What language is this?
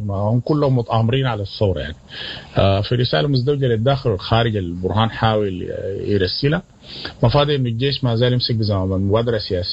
Sudanese Arabic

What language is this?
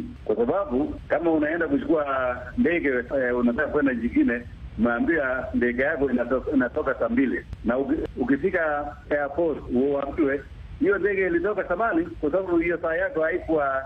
Swahili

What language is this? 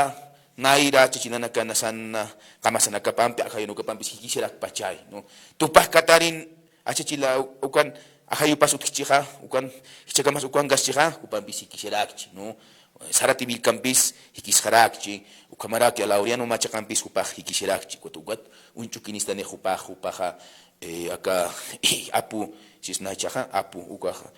Aymara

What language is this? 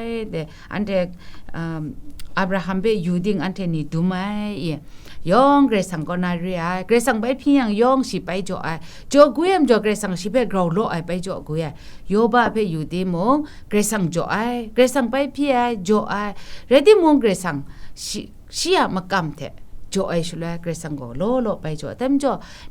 Kachin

